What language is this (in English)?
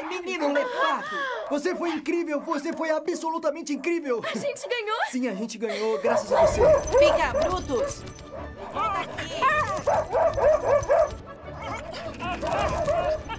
Portuguese